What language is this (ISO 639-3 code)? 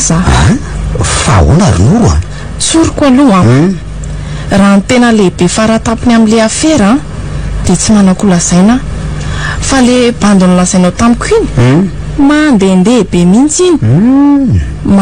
mlg